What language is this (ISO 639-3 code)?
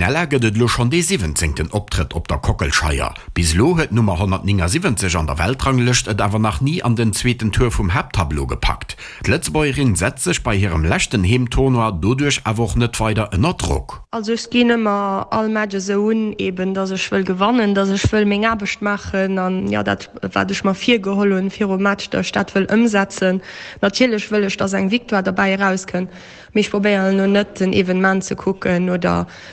ltz